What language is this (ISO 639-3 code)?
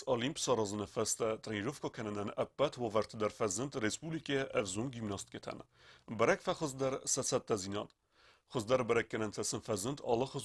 oss